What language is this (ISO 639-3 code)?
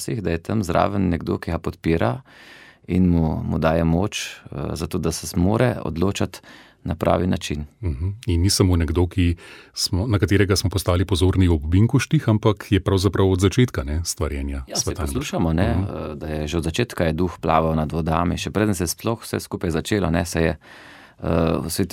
slv